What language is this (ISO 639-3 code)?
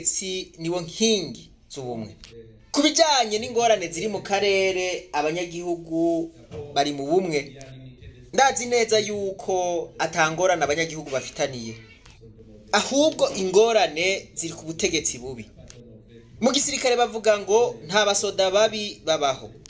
run